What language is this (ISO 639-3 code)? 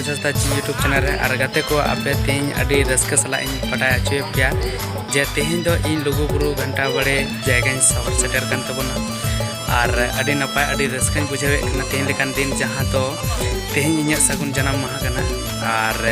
sat